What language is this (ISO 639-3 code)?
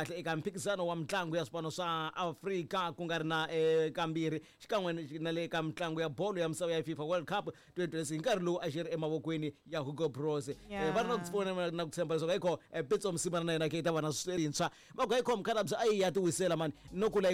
tso